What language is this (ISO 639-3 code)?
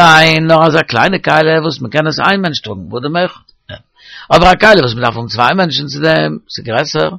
yid